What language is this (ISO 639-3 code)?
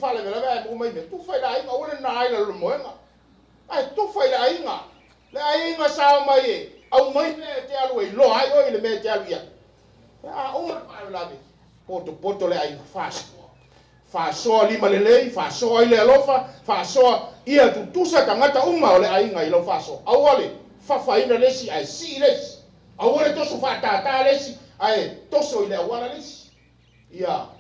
smo